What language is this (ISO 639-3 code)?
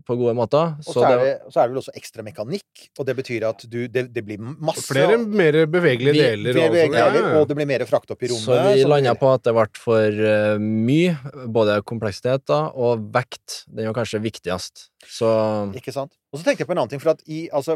nor